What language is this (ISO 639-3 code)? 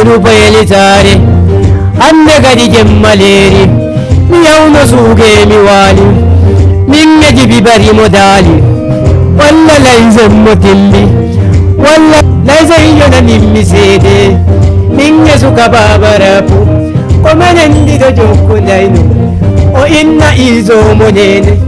ful